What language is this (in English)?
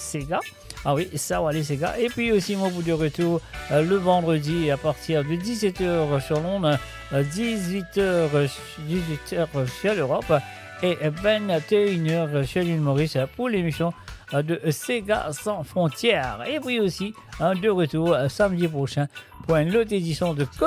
Morisyen